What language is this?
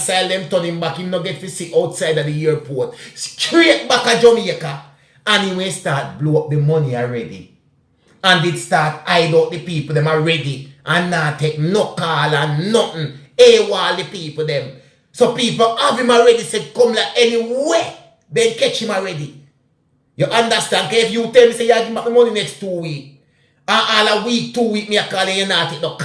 Jamaican Creole English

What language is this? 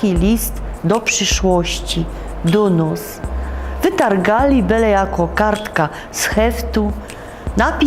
Silesian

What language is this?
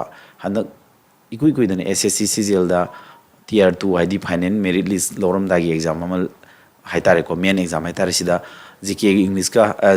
Manipuri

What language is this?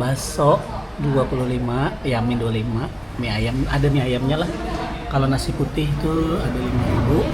Banjar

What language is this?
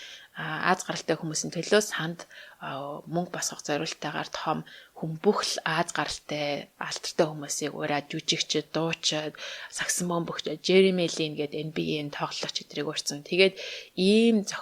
Mongolian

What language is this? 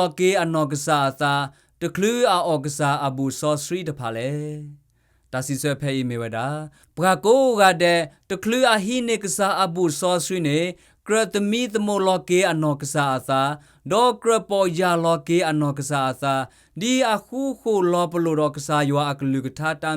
S'gaw Karen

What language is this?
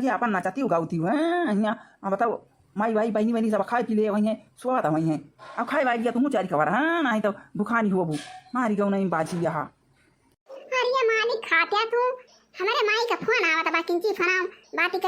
Awadhi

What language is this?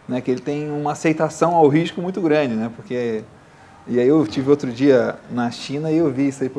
Portuguese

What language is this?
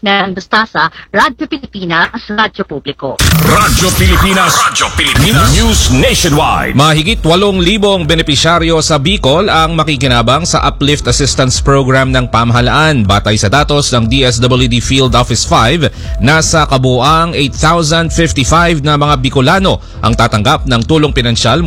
Filipino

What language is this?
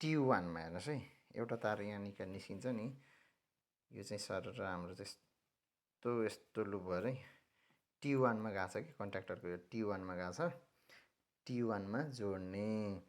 Nepali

